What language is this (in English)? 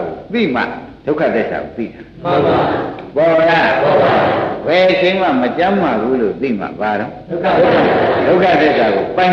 Burmese